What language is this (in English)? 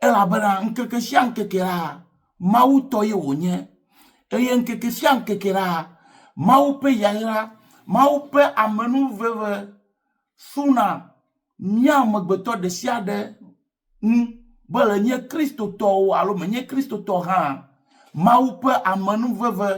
Ewe